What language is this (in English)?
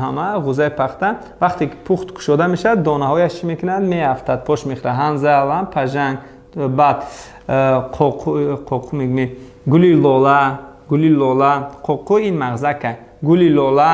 Tajik